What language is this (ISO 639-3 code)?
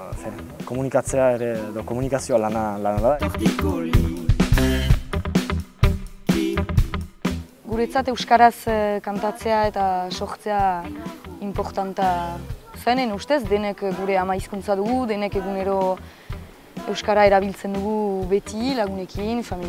eus